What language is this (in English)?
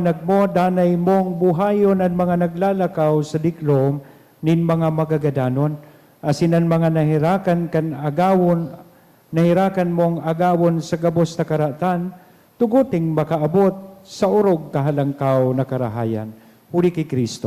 Bikol